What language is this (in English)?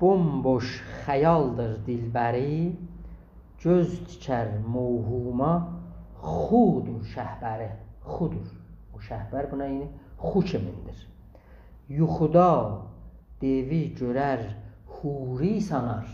South Azerbaijani